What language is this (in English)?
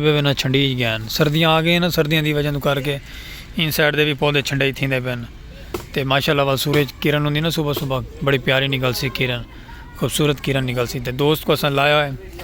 Saraiki